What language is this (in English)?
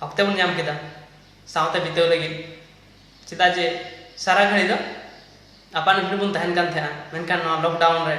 Santali